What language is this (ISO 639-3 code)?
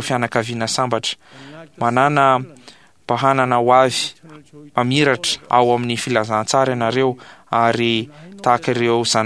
mlg